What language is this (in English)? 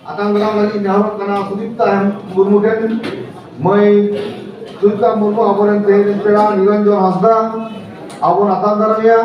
Santali